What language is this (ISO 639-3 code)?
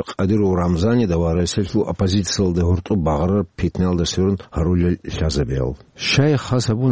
ava